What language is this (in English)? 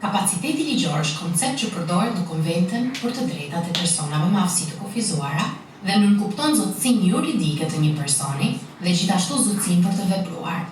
Albanian